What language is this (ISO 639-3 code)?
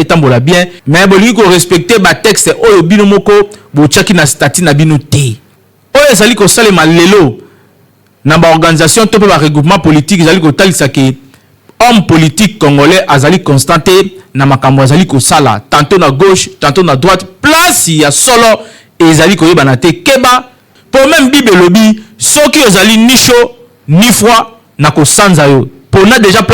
lin